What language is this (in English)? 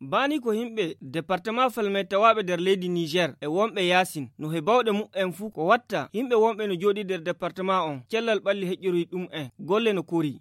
Fula